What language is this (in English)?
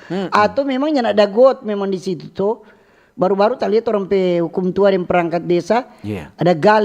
Manado Malay